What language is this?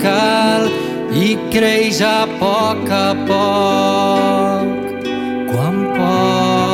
Catalan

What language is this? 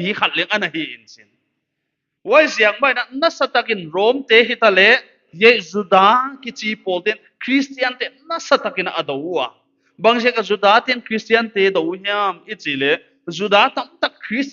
Paite Chin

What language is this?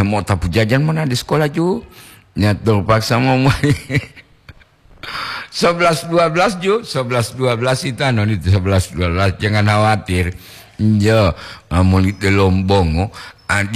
Gorontalo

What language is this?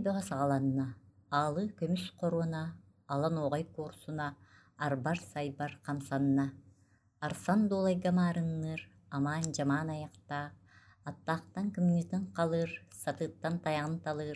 Yakut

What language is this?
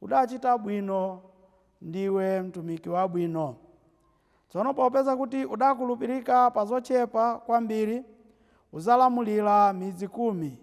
Nyanja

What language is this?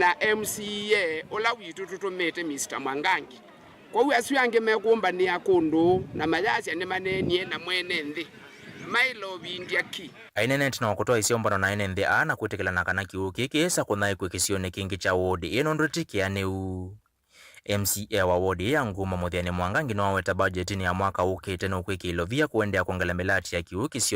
Kamba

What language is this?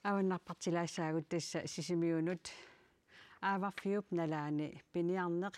Kalaallisut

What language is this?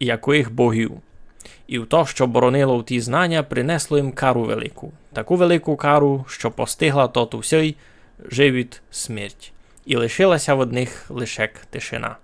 Rusyn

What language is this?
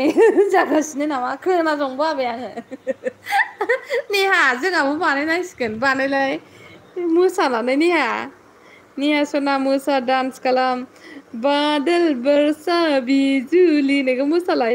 Bodo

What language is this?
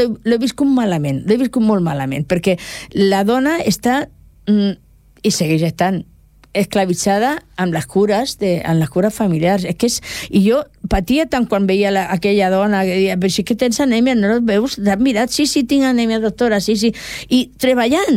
Catalan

